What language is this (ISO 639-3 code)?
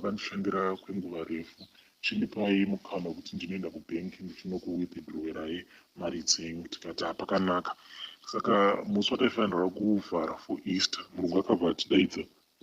sna